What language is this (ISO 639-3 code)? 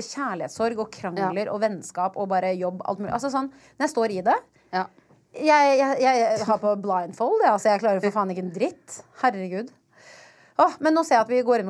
nor